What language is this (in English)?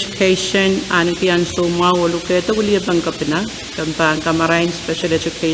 Pohnpeian